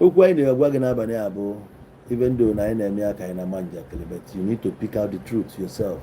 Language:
Igbo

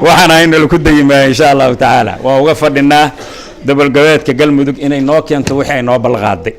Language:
Somali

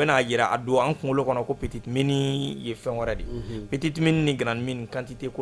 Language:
Bambara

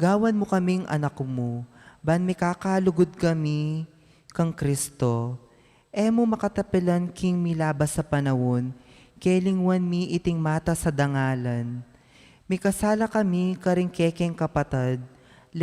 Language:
Pampanga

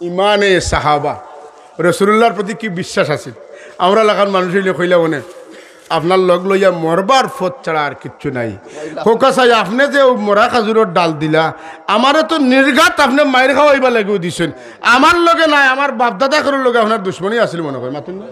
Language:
Sylheti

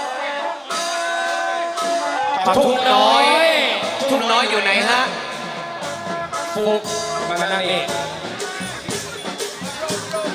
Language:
Thai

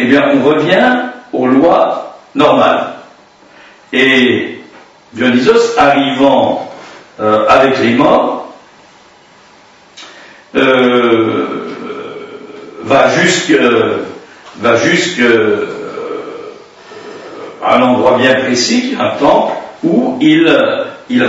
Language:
French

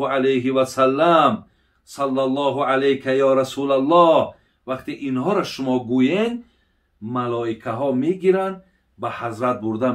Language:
Tajik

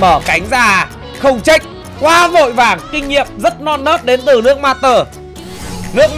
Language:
Vietnamese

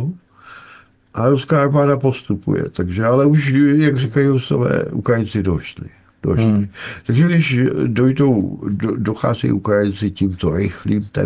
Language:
Czech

